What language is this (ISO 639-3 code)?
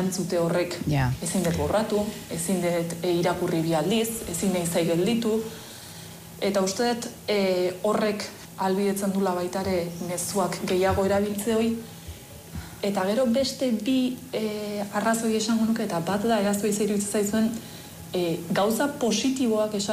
eus